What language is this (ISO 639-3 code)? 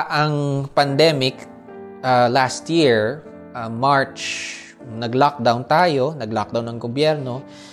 fil